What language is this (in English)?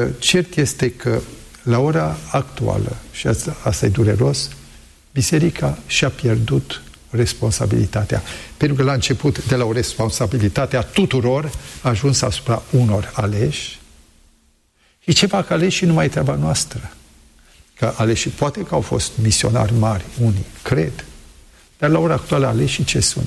Romanian